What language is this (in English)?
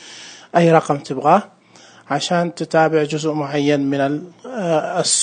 Najdi Arabic